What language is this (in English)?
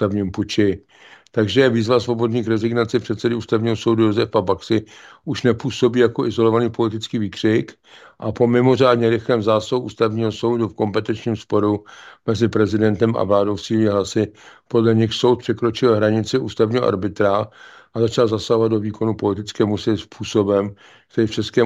Czech